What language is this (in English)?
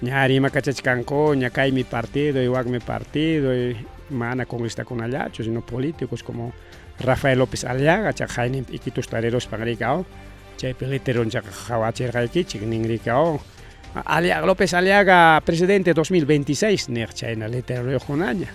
Ayacucho Quechua